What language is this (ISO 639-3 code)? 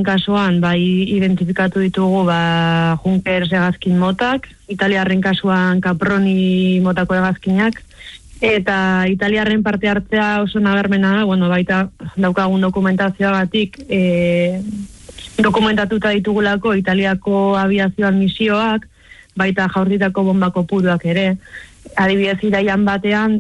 eus